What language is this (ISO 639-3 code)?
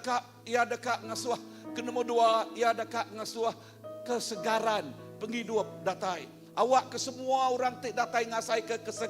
iba